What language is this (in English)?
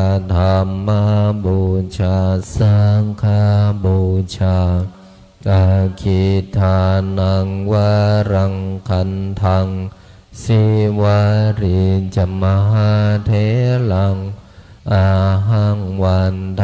Pali